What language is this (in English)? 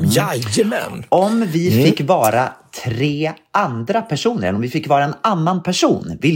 Swedish